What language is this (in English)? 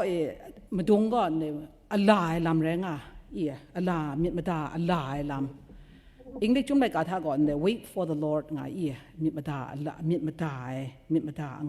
Kachin